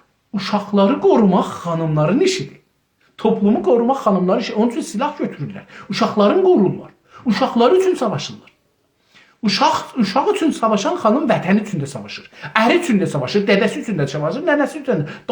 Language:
South Azerbaijani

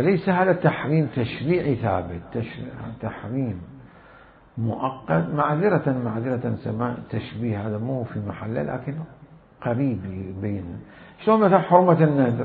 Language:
Mesopotamian Arabic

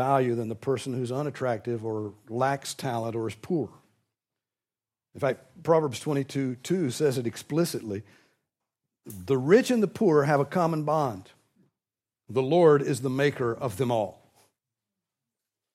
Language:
English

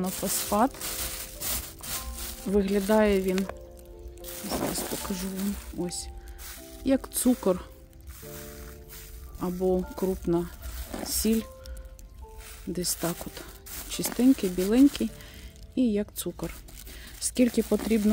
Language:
Ukrainian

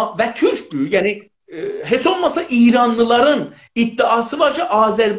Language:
South Azerbaijani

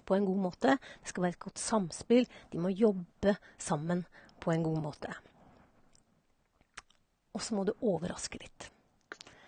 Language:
Norwegian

